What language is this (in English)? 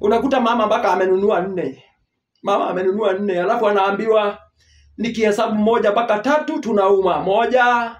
Swahili